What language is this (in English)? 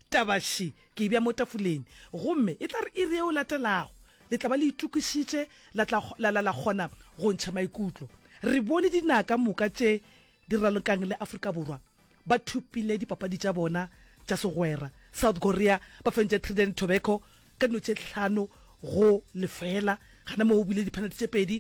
Northern Sotho